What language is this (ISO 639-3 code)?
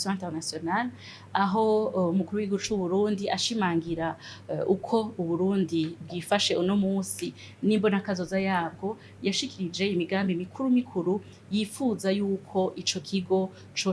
run